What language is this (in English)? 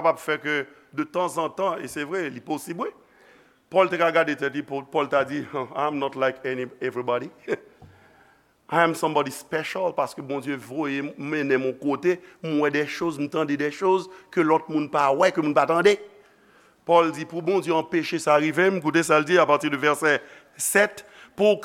Haitian Creole